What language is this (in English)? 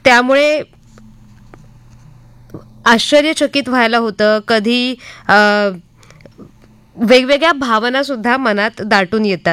Marathi